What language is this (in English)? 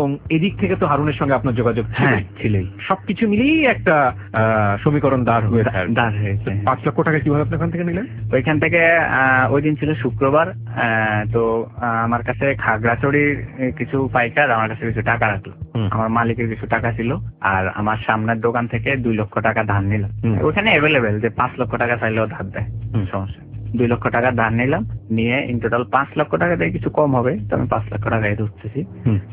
Bangla